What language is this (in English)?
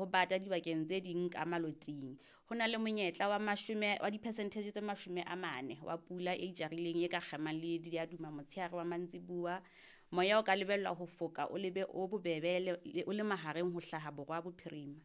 Southern Sotho